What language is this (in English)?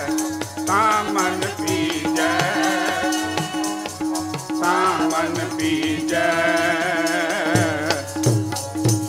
Punjabi